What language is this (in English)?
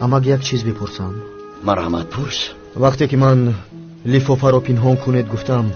Tajik